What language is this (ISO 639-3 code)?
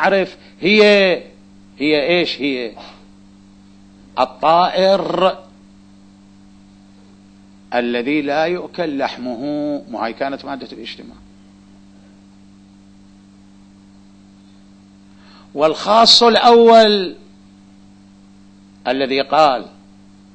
ara